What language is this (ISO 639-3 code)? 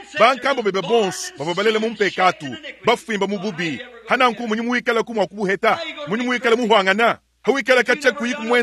lua